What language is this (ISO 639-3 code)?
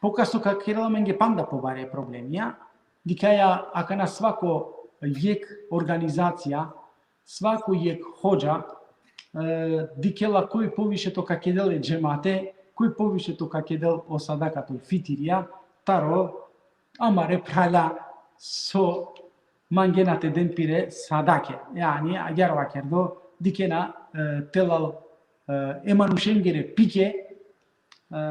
rmn